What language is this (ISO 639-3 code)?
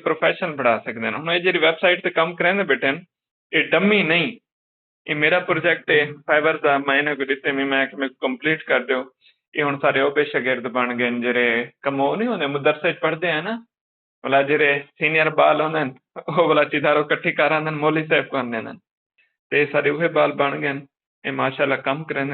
skr